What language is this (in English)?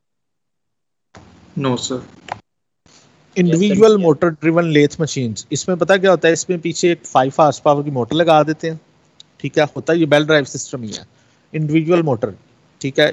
Urdu